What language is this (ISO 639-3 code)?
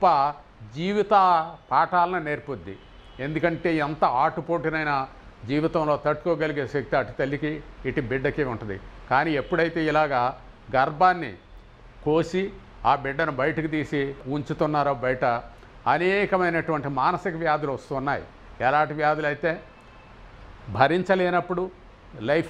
tel